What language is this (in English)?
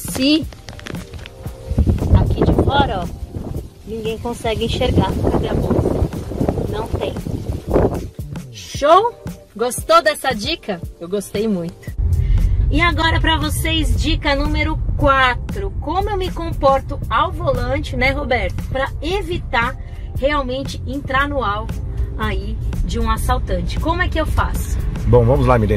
Portuguese